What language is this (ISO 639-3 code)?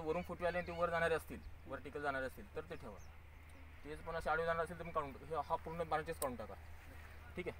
mar